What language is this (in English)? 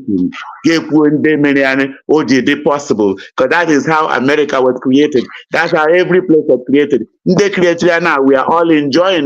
Igbo